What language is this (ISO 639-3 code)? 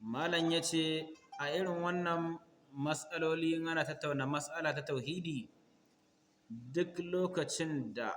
hau